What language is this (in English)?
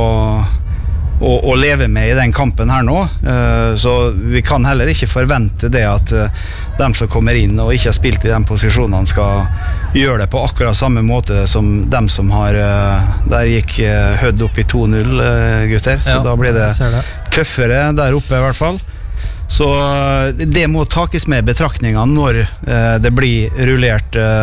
Norwegian